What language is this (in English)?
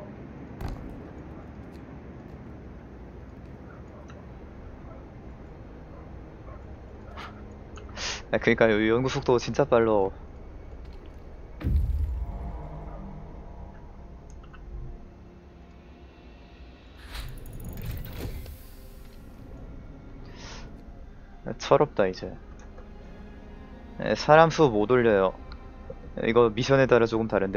Korean